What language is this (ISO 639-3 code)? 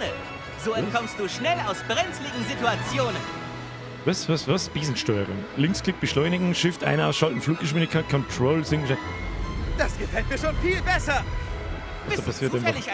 bar